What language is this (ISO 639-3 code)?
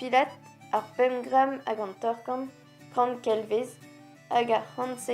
bre